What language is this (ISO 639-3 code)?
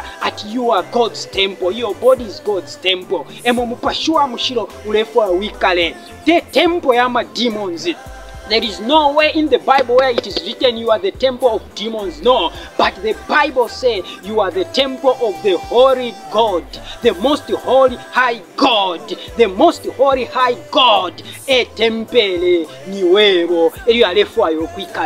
bem